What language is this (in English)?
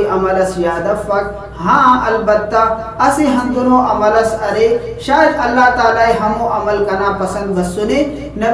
Brahui